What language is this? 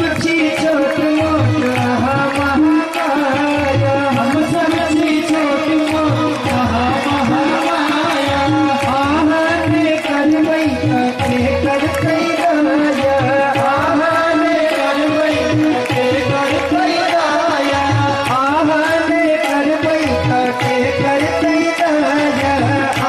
Maithili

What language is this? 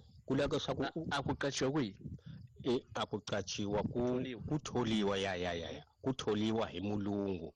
Tsonga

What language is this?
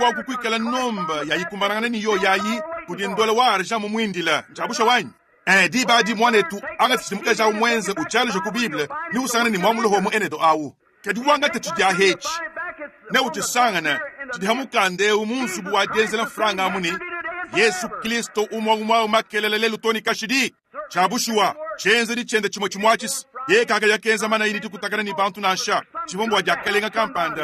Luba-Lulua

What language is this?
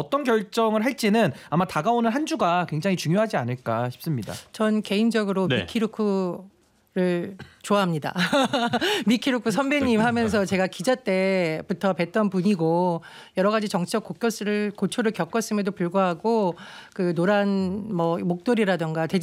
Korean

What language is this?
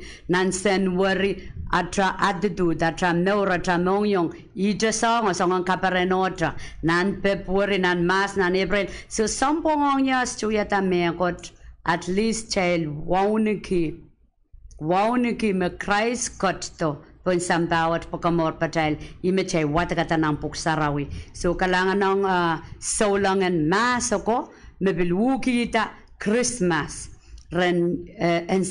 Pohnpeian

